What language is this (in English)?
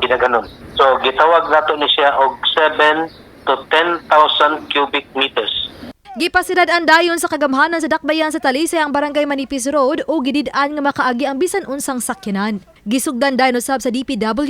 Cebuano